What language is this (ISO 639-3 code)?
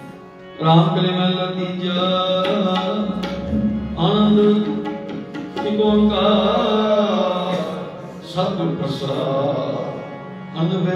pan